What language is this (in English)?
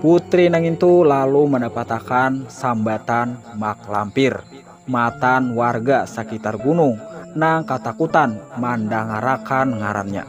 Banjar